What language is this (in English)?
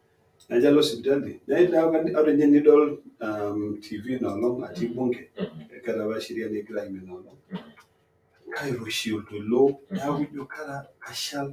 Masai